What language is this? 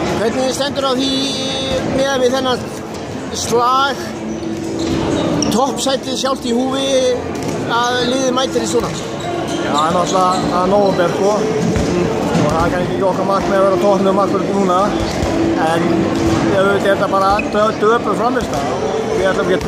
Icelandic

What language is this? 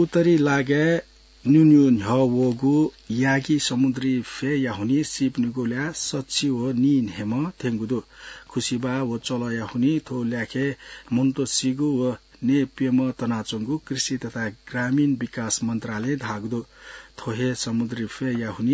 Newari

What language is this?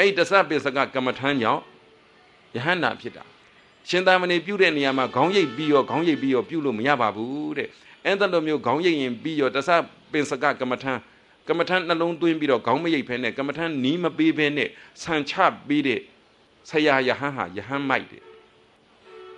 Burmese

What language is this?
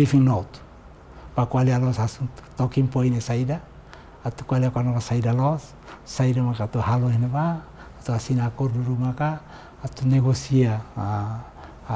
Tetum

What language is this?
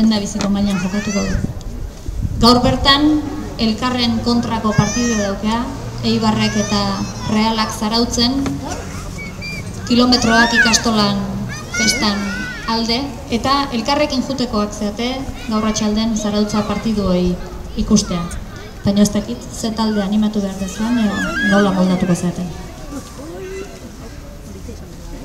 Basque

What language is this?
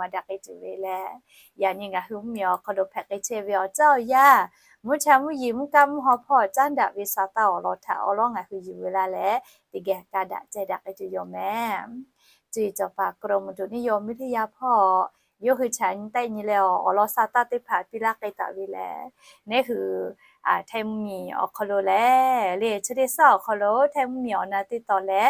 Lahu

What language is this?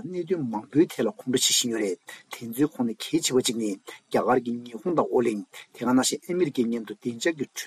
Tibetan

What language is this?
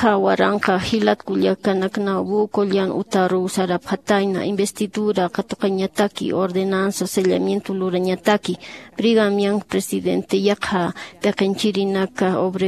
Aymara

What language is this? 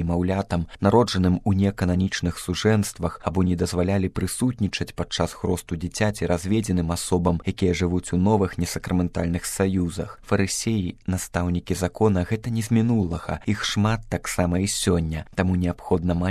Belarusian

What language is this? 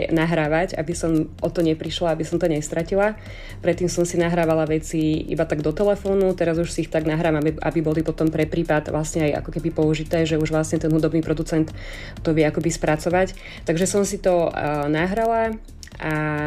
Slovak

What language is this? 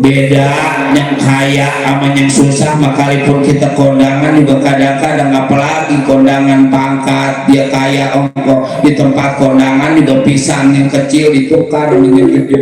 Betawi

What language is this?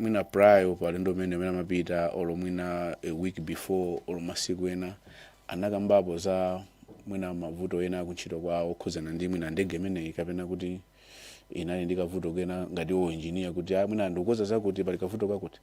Nyanja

